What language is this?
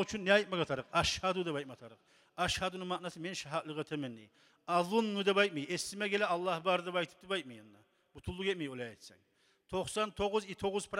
Kumyk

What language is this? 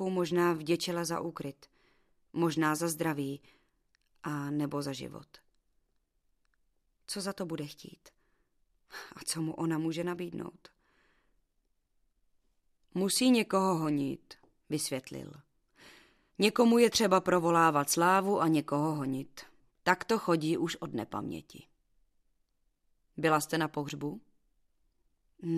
Czech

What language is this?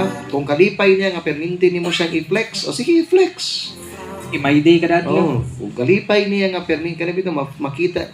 Cebuano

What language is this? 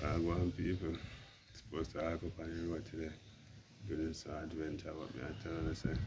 Jamaican Creole English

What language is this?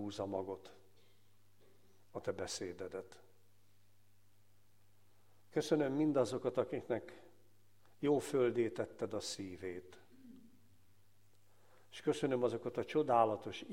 Hungarian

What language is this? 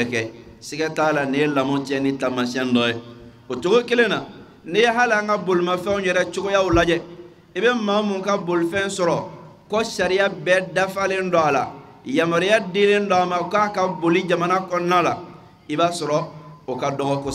Bambara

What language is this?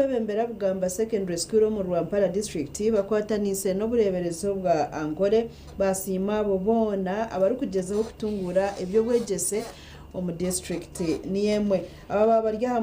Nyankole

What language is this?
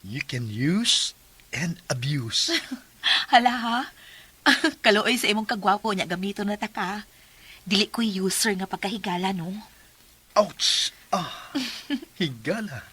Cebuano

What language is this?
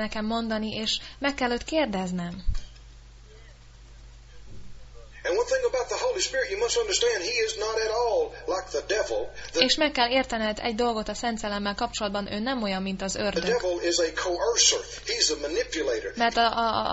Hungarian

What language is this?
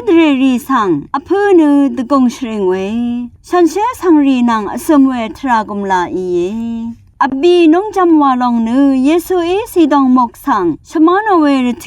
Rawang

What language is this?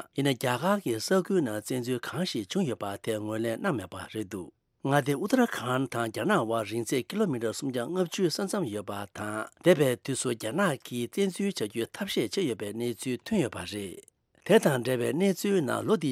Tibetan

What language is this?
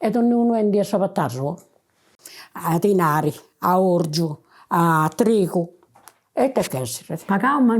Sardinian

